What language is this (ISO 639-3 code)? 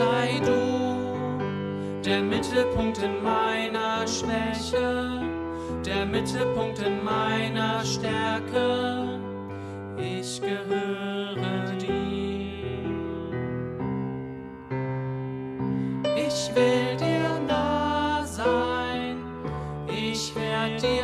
deu